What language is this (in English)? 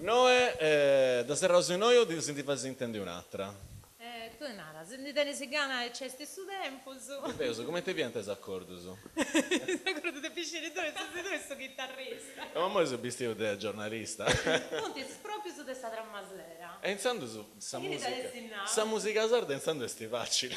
Sardinian